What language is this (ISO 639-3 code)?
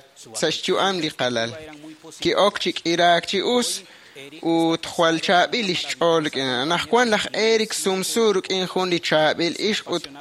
kek